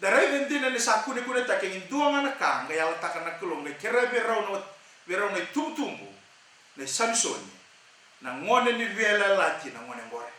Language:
Fijian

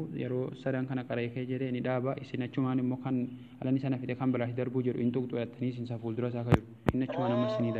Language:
Oromo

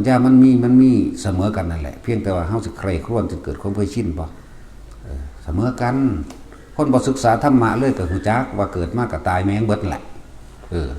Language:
Northeastern Thai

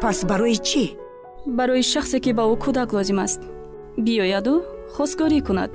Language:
Tajik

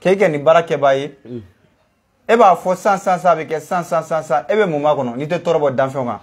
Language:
Bambara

